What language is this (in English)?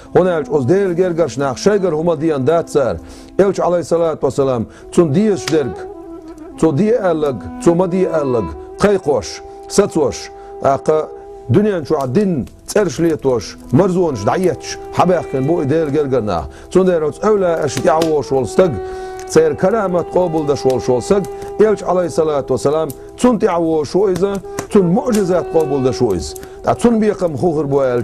Chechen